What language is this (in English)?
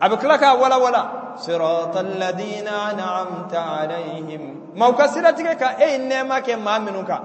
Bambara